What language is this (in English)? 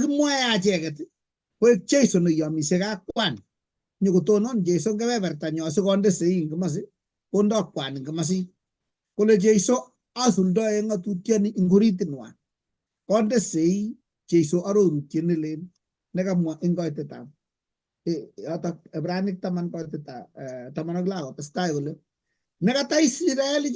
Kalenjin